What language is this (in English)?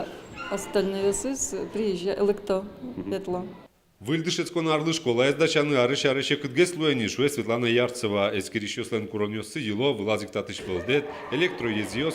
Udmurt